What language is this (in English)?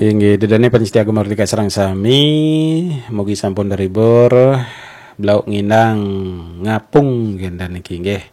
Balinese